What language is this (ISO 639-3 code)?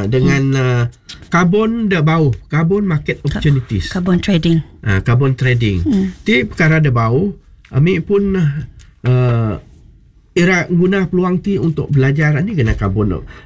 msa